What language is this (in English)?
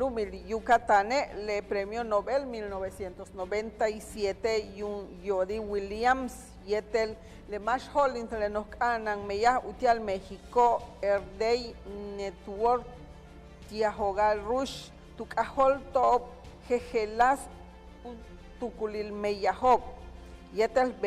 Yucateco